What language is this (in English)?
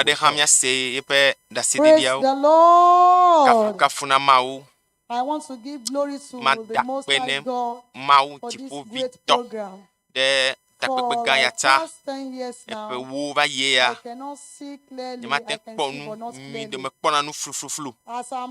Ewe